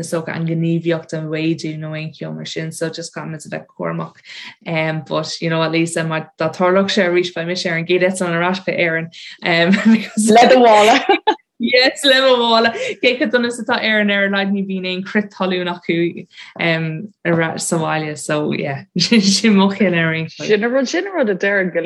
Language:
Irish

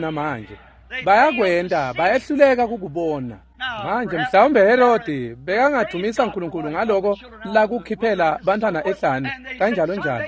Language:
Swati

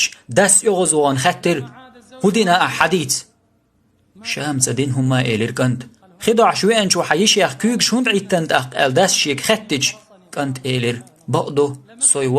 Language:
Chechen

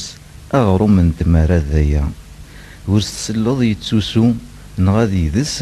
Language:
Kabyle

